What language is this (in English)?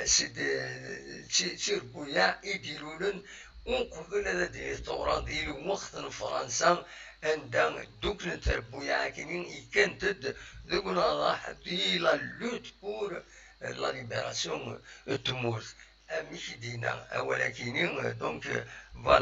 Kabyle